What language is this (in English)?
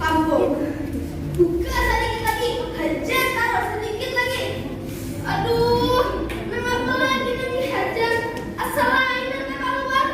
Banjar